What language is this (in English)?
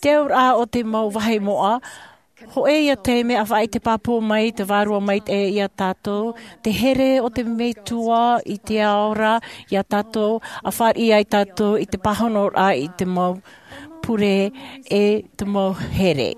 Tahitian